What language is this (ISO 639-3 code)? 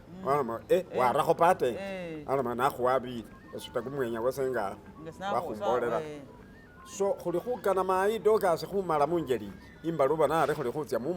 myx